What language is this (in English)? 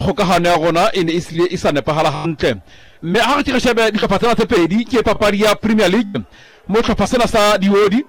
Southern Sotho